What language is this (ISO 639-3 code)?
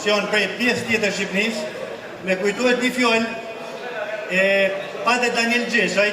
sqi